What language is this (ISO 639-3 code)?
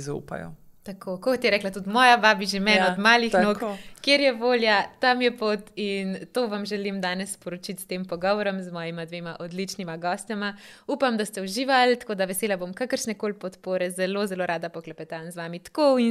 slv